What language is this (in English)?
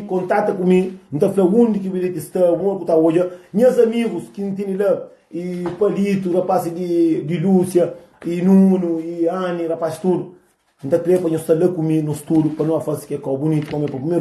Kabuverdianu